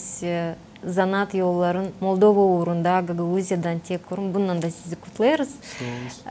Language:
Gagauz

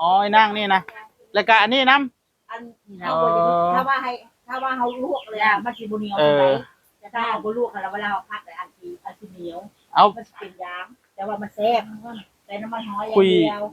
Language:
Northeastern Thai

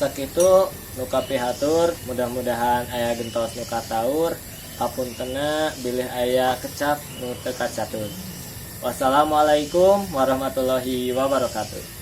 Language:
Sundanese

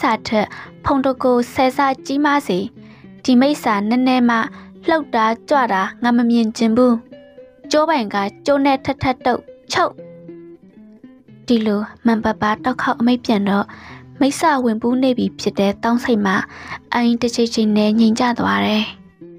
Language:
Burmese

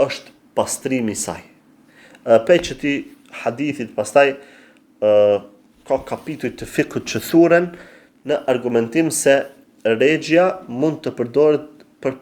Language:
Albanian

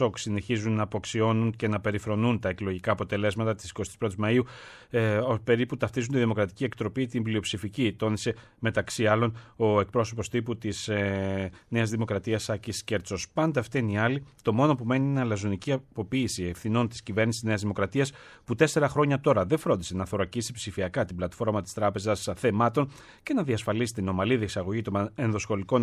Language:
Greek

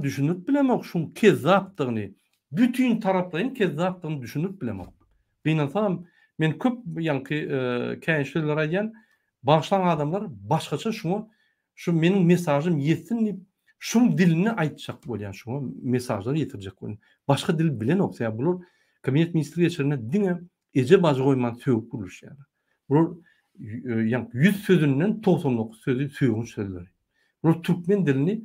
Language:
Turkmen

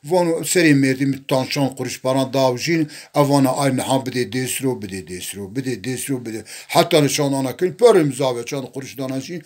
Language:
Zaza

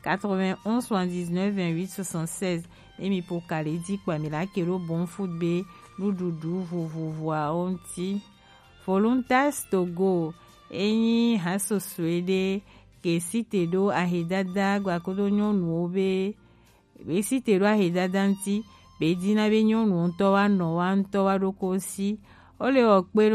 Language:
Gen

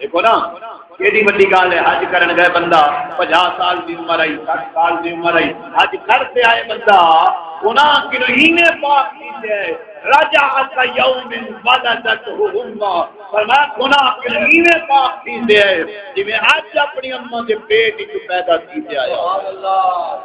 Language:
Saraiki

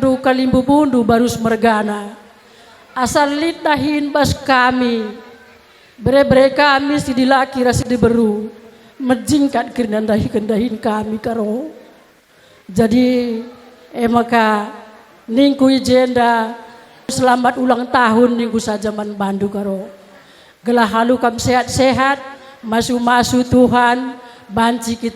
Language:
Batak Karo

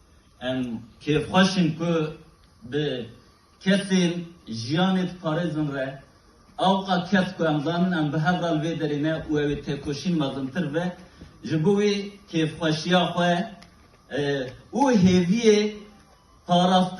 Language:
Kurdish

